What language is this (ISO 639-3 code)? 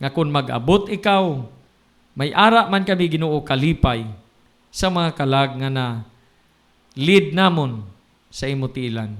hil